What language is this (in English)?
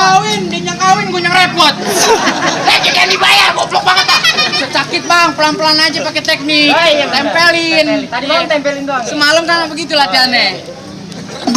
Betawi